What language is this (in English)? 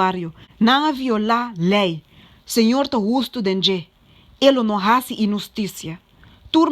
Papiamento